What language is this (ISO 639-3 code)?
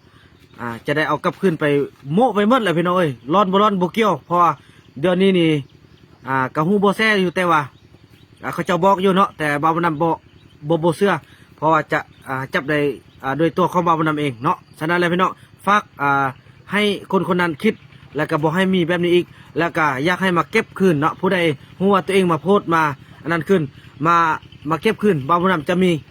lao